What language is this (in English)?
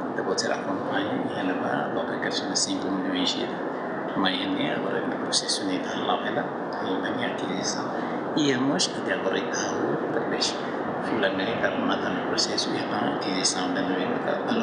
Tetum